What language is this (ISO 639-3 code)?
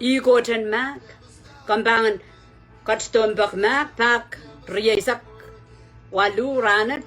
pon